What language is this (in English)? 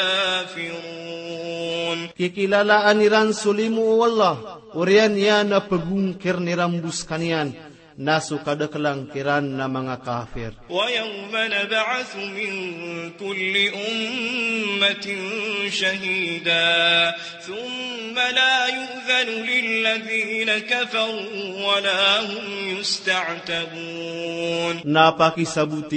Maranao